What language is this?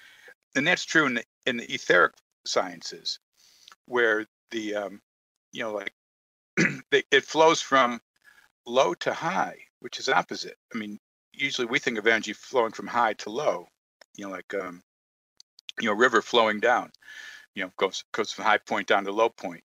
English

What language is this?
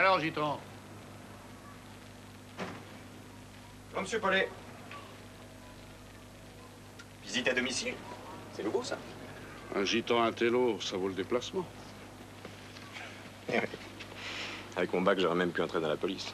French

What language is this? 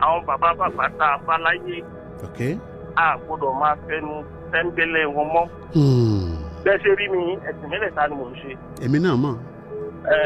Yoruba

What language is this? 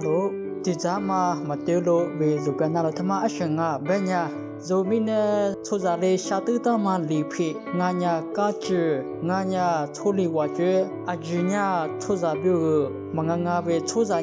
Lisu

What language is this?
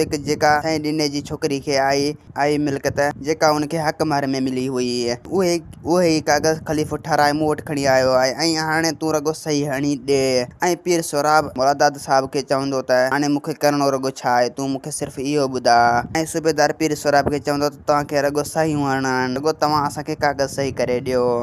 Sindhi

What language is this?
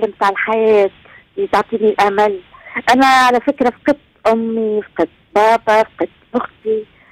Tunisian Arabic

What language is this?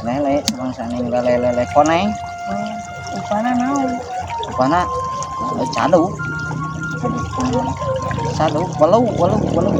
Sundanese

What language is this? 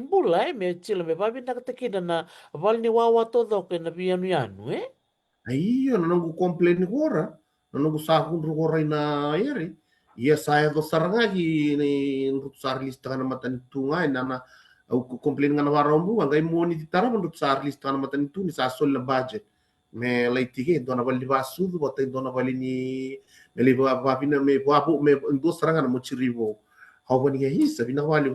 Fijian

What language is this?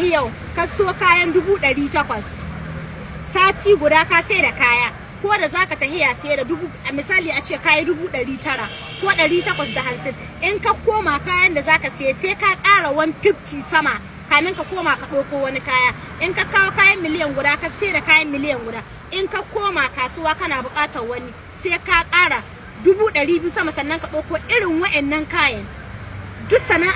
Hausa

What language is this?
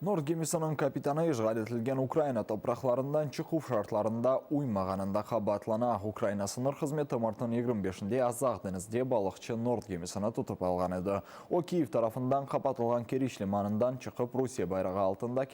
Crimean Tatar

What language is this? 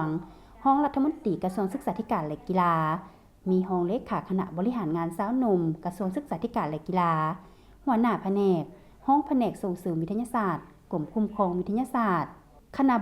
Lao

